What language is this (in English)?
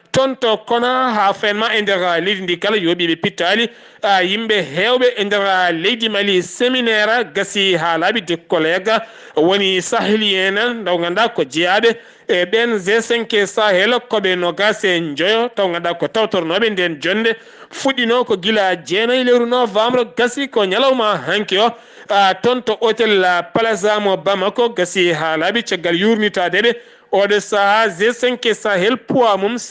Fula